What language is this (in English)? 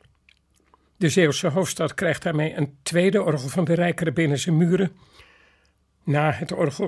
Dutch